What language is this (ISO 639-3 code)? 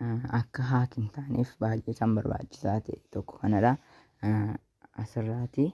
orm